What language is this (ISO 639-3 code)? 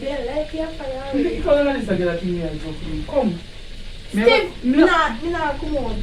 jam